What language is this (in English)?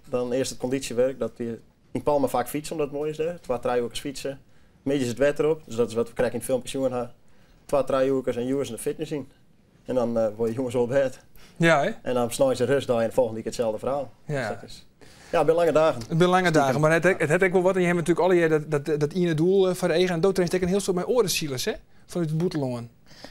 Western Frisian